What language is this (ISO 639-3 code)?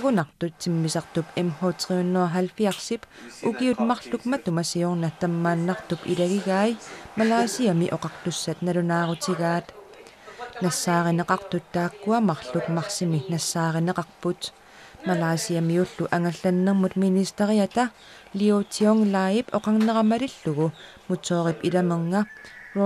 kal